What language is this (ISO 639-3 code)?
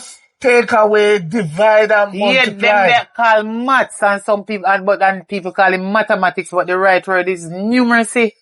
jam